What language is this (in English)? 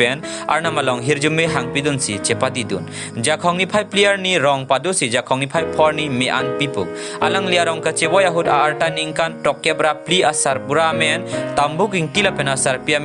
Karbi